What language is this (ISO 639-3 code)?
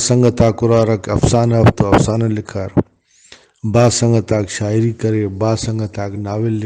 brh